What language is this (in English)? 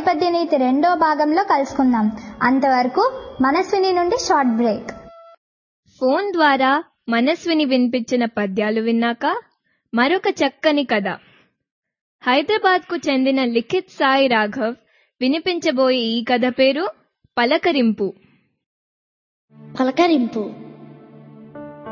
Telugu